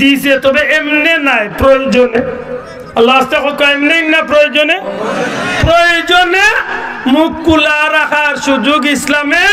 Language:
Sylheti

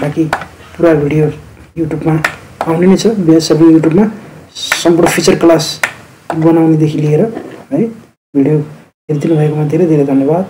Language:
Nepali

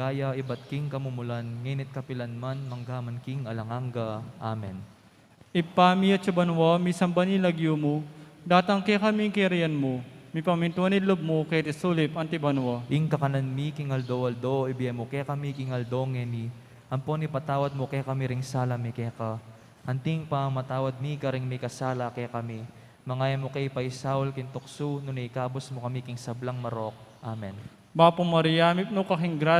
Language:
Pampanga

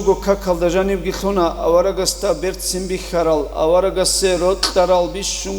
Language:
Avaric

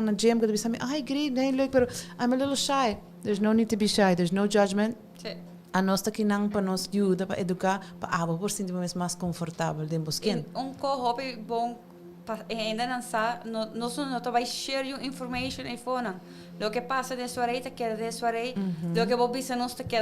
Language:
Papiamento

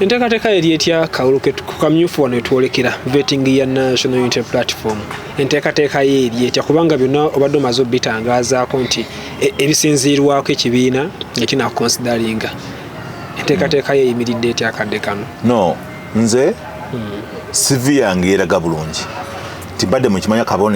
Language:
Ganda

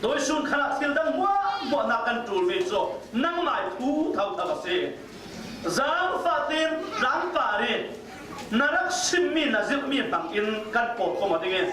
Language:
Falam Chin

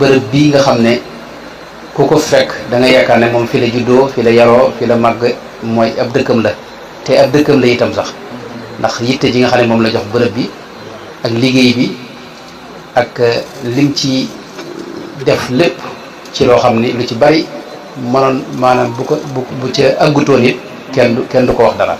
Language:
Wolof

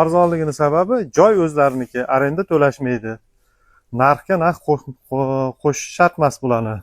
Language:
Uzbek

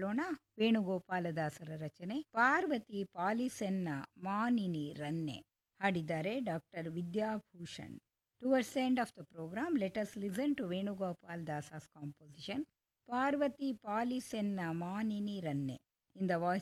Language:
Kannada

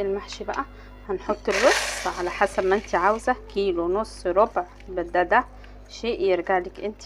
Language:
Egyptian Arabic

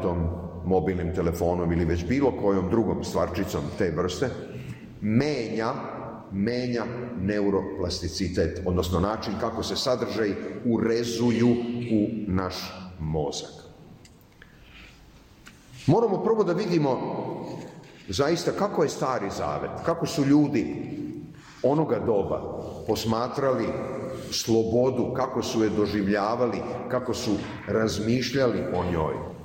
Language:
Serbian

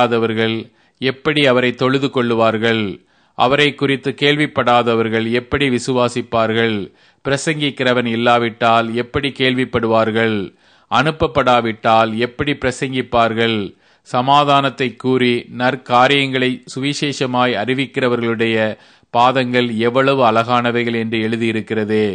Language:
Tamil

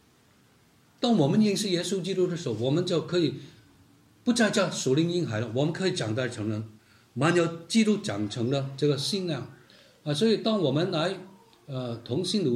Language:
Chinese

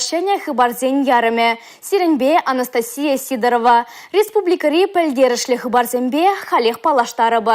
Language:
Chuvash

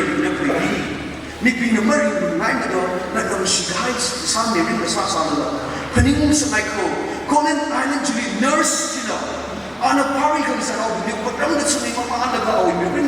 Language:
Tangkhul Naga (India)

